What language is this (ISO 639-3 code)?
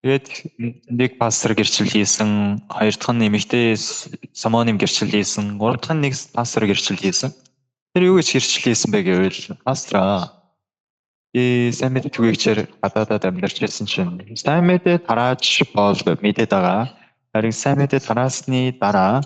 mon